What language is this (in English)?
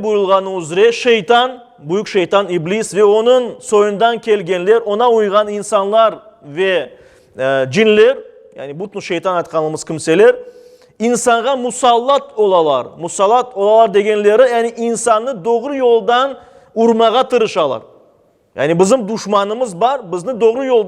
Crimean Tatar